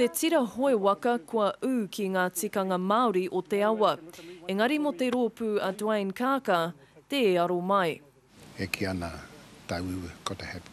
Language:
Māori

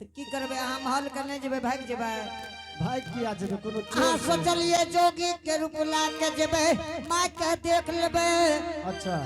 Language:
Angika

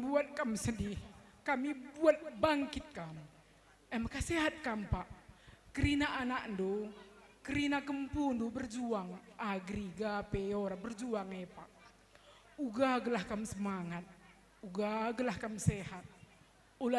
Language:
Batak Karo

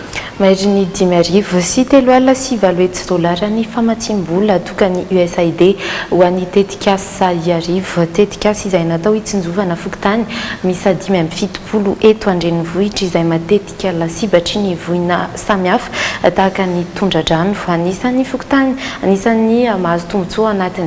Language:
Malagasy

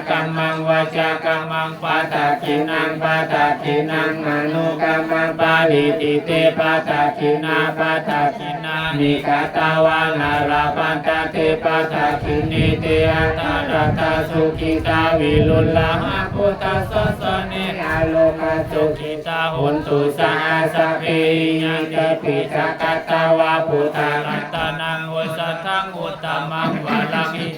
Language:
Pali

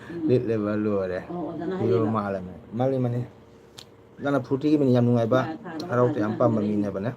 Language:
Manipuri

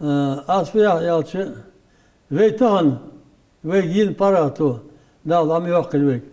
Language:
Ingush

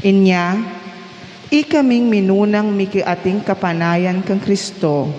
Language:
Pampanga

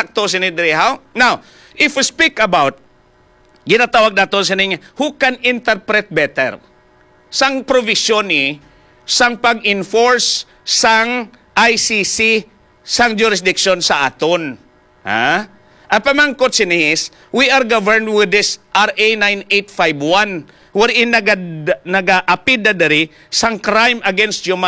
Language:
Hiligaynon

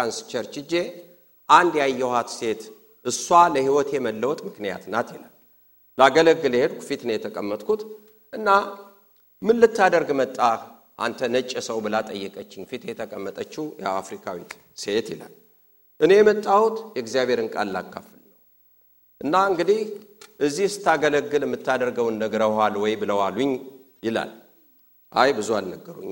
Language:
Amharic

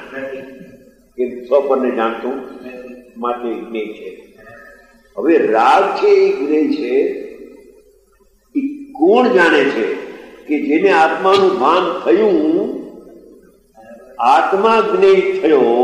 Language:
Gujarati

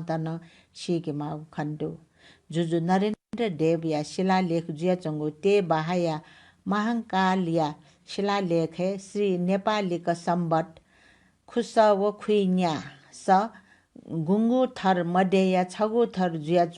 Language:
Newari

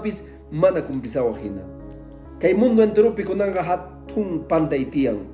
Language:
Quechua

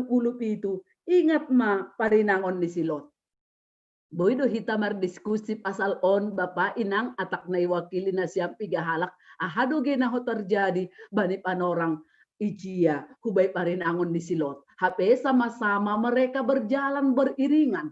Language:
Batak Simalungun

